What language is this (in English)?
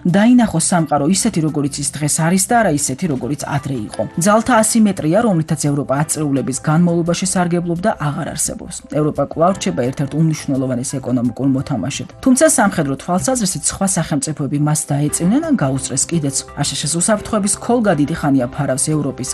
Georgian